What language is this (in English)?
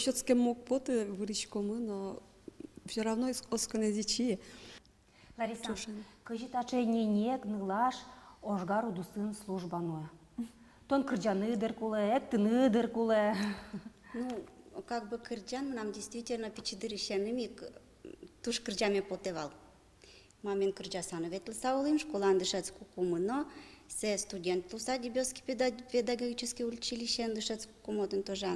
Udmurt